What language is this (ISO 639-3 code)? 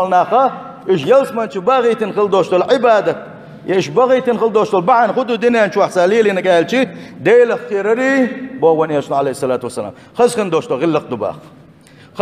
che